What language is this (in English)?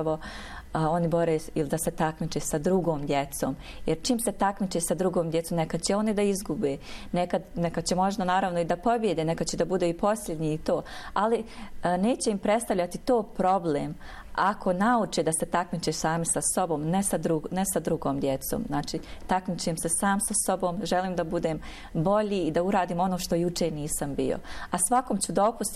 Bosnian